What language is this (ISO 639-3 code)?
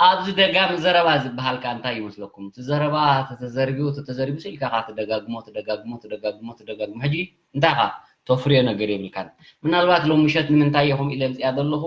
tir